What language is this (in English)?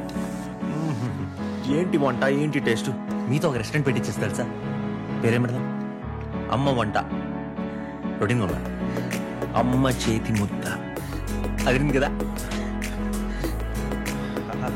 Telugu